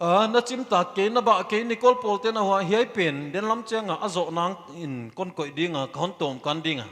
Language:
Paite Chin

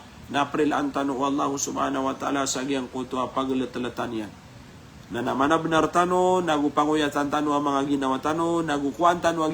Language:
Maranao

